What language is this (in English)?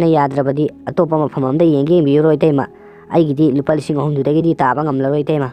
Manipuri